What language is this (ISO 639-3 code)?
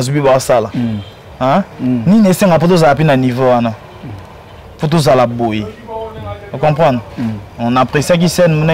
lin